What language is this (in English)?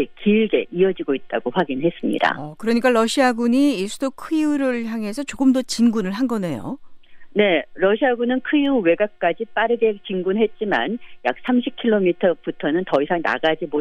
Korean